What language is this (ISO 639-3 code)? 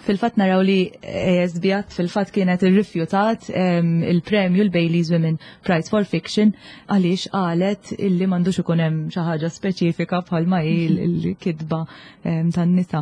mlt